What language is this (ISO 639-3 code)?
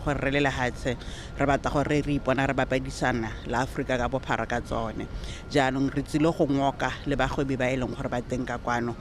tsn